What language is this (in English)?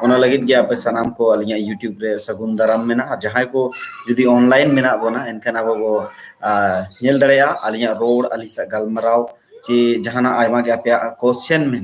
Santali